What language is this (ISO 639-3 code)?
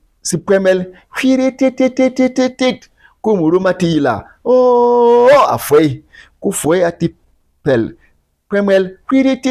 bom